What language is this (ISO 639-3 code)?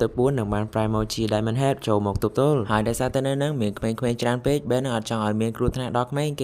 khm